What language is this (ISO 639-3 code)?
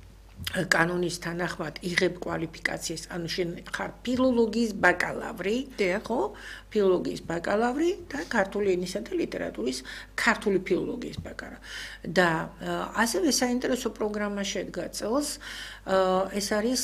kat